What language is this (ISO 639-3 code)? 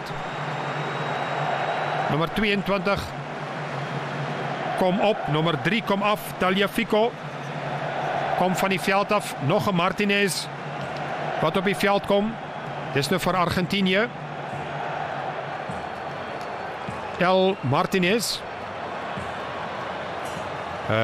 afr